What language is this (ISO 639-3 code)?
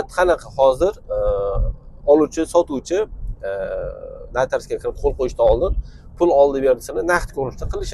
uzb